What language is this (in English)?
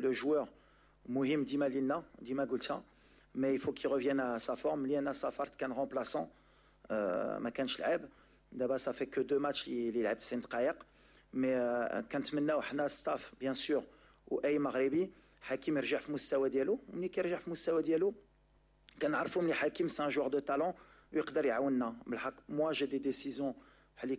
Moroccan Arabic